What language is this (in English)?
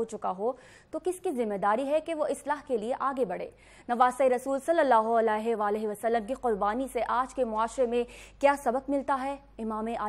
Urdu